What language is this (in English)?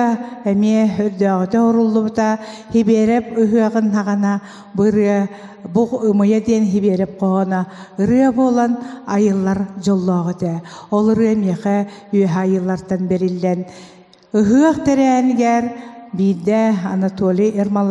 Yakut